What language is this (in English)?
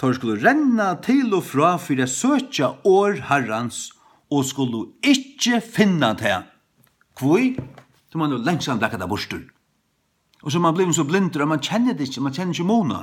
Faroese